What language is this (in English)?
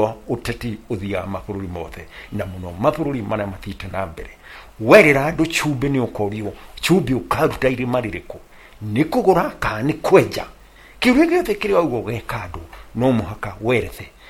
Kikuyu